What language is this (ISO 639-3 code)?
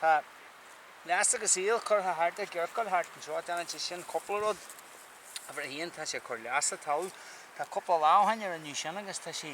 gle